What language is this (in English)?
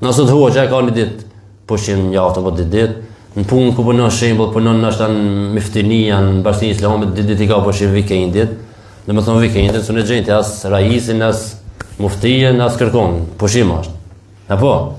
Albanian